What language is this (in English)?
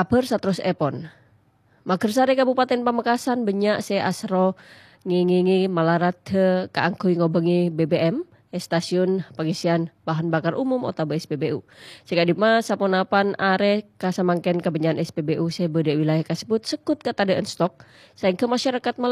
Madurese